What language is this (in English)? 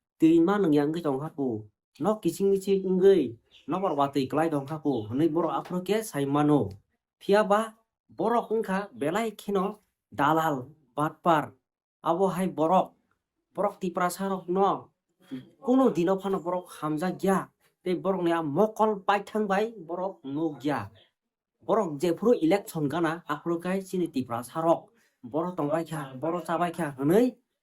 Kok Borok